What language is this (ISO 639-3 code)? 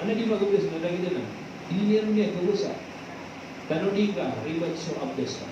mrw